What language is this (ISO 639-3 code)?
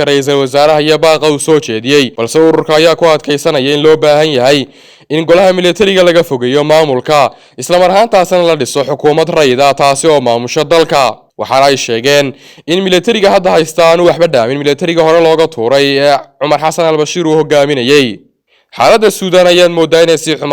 som